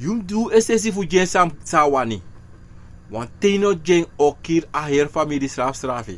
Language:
Sranan Tongo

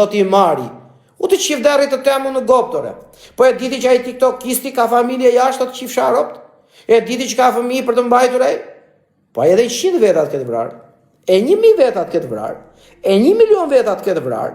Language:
Albanian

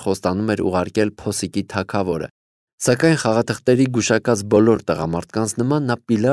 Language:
Armenian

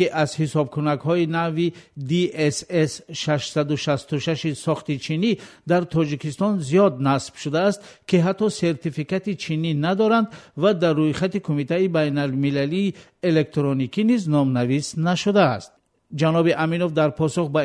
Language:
Tajik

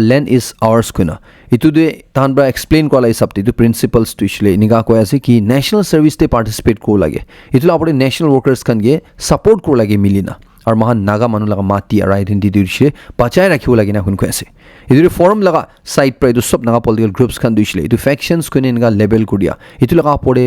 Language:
Naga Pidgin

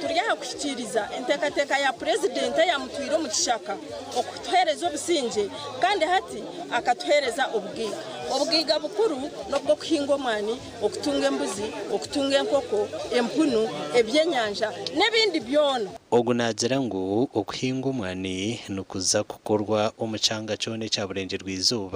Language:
Nyankole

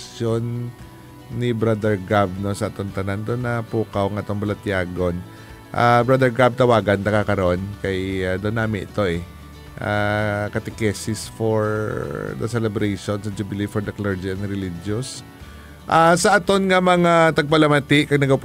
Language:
Hiligaynon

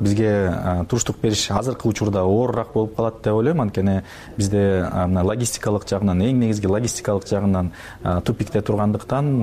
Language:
Kyrgyz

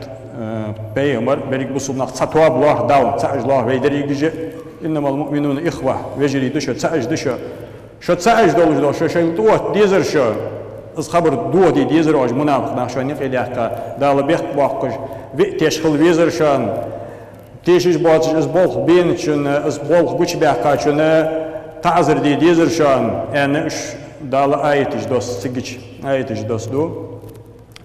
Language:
Ingush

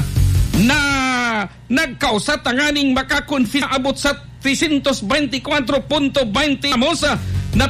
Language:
Bikol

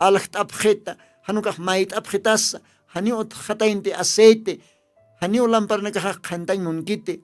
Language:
Aymara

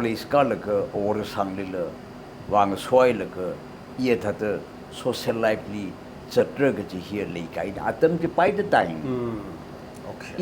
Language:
Tangkhul Naga (India)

